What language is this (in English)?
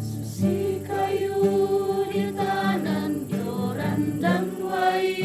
Toraja-Sa'dan